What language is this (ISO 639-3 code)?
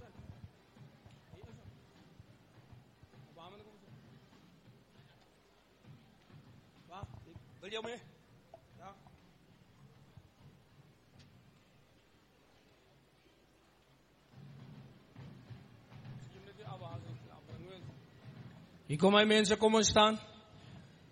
afr